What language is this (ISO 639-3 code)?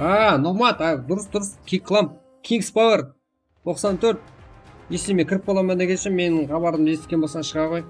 kaa